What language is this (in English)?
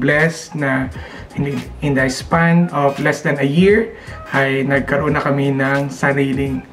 Filipino